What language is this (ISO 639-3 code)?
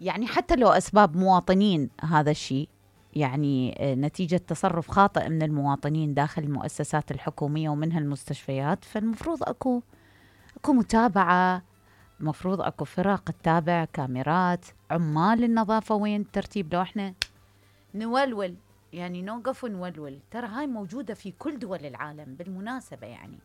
acm